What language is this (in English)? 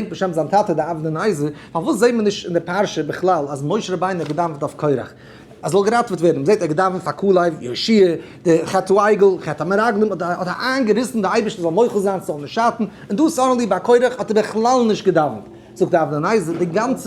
Yiddish